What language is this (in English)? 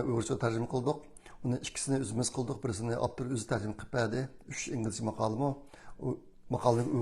Uyghur